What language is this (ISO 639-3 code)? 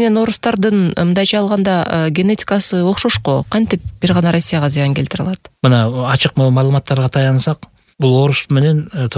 kir